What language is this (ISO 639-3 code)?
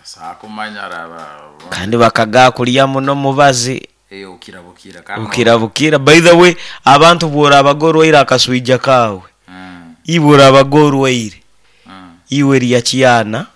nyo